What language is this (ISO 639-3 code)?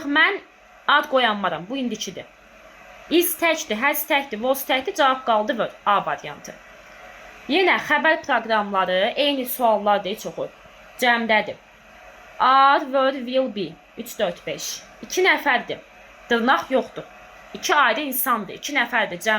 aze